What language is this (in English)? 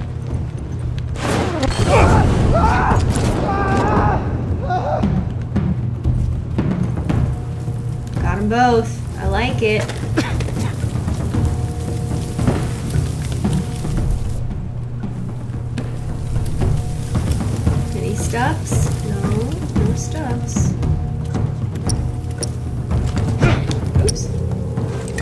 English